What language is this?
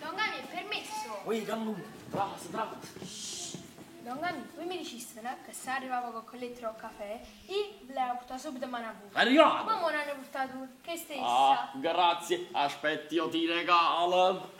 Neapolitan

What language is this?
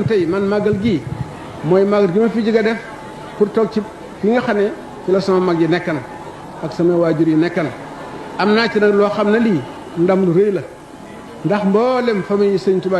Wolof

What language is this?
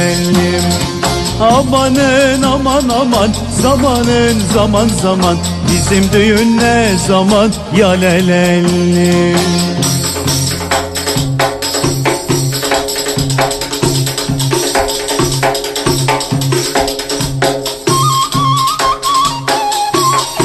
Turkish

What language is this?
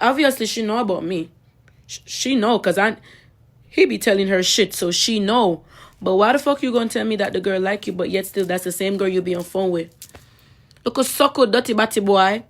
Jamaican Creole English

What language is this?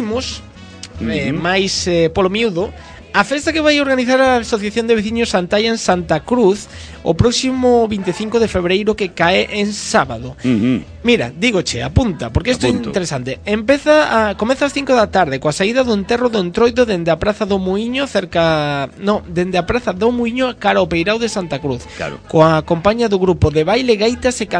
Galician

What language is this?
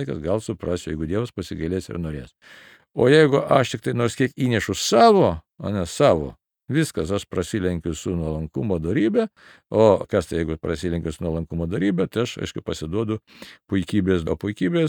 Lithuanian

